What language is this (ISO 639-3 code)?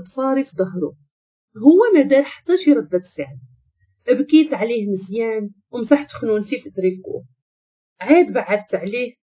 ary